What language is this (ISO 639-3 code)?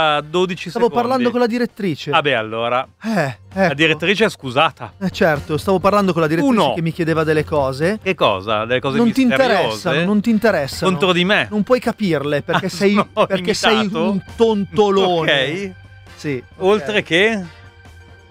ita